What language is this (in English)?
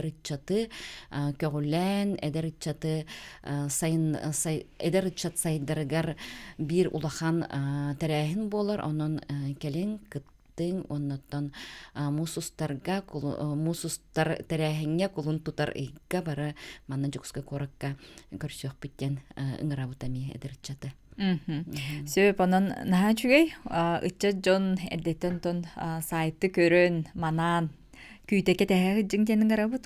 Yakut